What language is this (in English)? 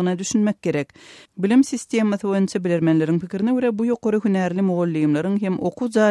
Turkmen